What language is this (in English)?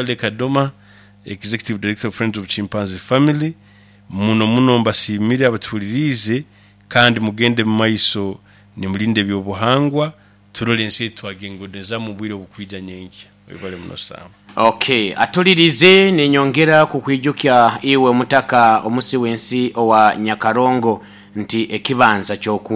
Nyankole